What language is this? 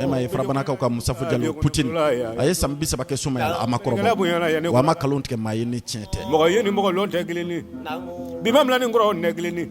Bambara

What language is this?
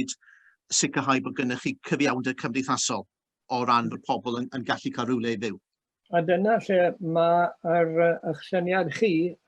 Welsh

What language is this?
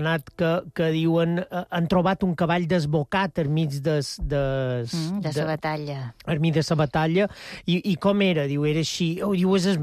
Catalan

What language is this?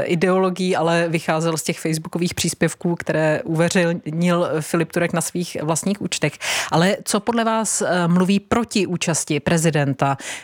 Czech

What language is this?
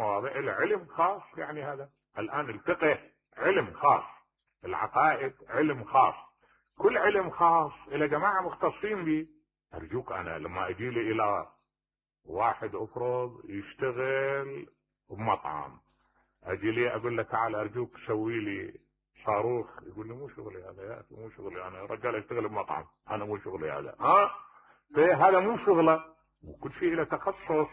Mesopotamian Arabic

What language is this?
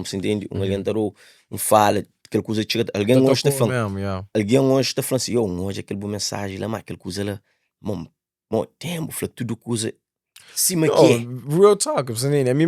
Kabuverdianu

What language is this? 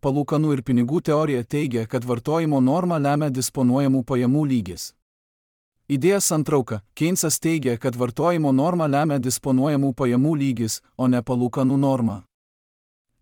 Lithuanian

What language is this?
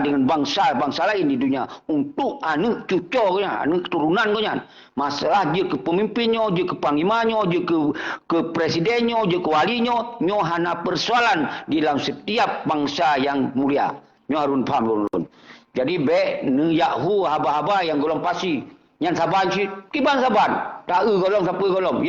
Achinese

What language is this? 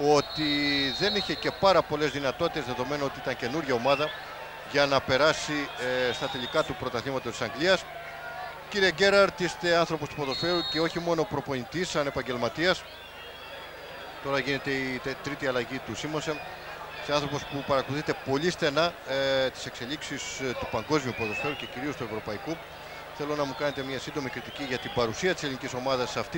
Greek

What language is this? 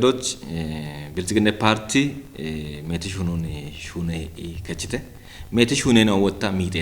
Kafa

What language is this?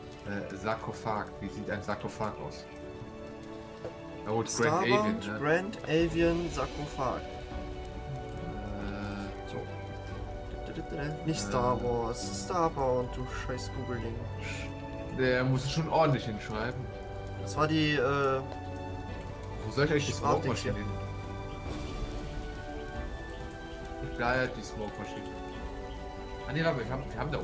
German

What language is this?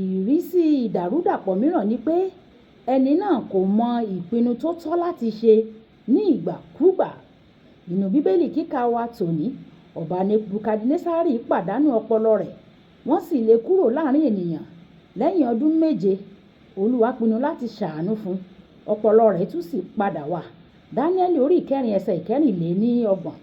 Yoruba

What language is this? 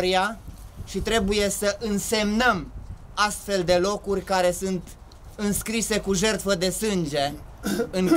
Romanian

